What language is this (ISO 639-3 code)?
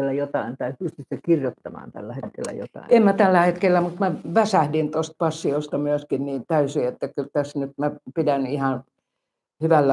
fin